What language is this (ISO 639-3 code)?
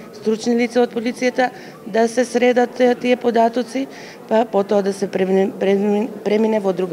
mkd